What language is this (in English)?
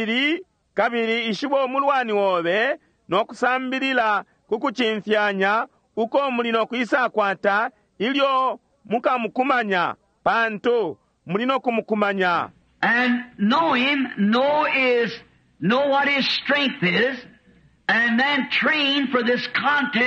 Bemba